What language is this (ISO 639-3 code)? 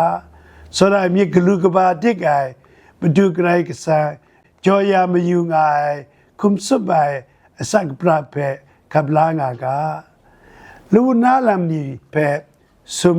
kac